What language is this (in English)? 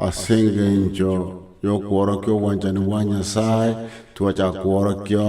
Gusii